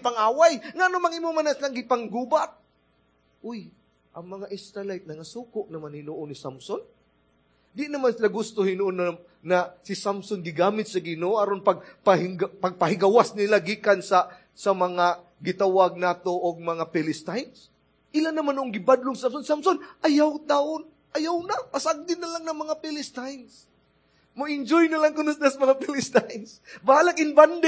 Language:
Cebuano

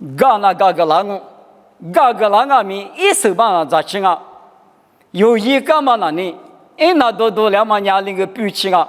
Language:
Lisu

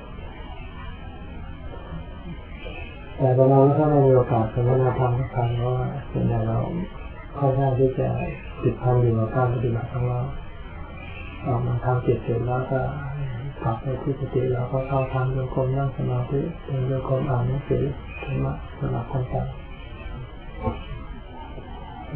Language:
Thai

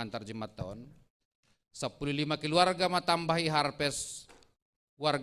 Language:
Batak Simalungun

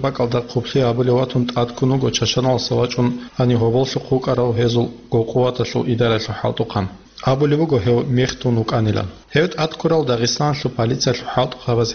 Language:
Avaric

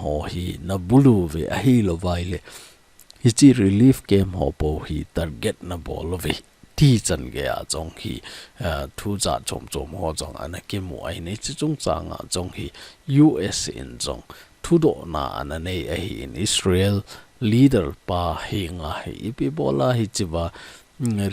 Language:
Thado Chin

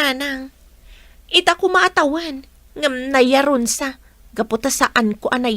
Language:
Iloko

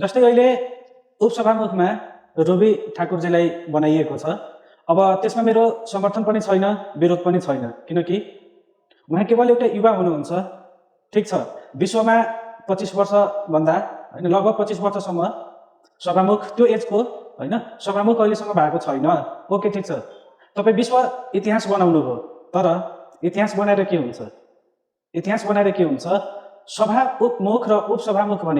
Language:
Nepali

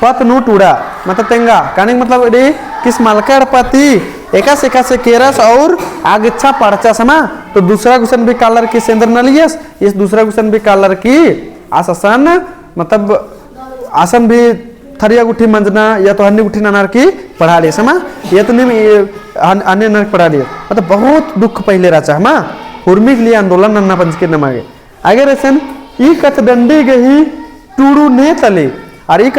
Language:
Kurukh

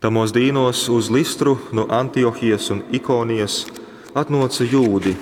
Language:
Latgalian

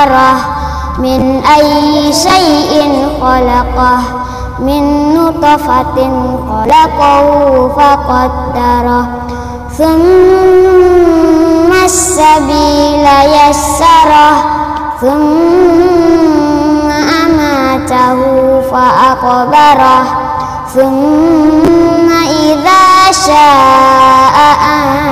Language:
Arabic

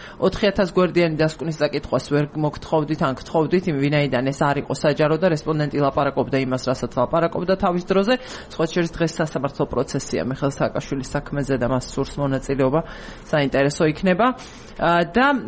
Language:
Georgian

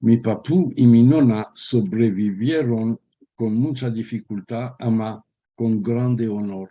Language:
Ladino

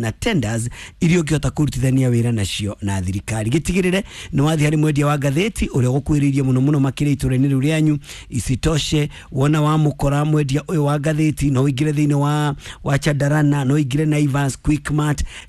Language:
Kikuyu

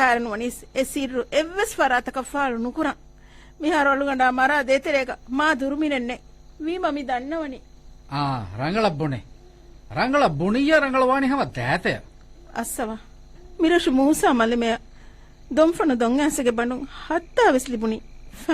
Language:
Divehi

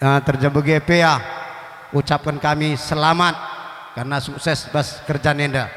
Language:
Batak Karo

